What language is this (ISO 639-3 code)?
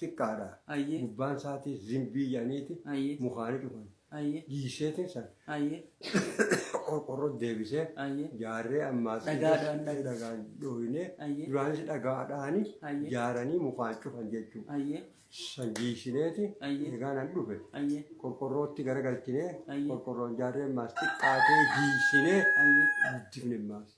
orm